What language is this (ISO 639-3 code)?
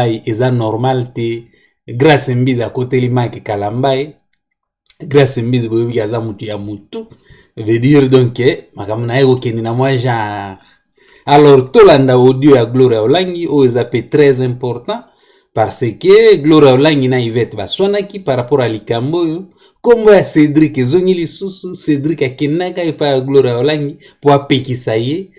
lin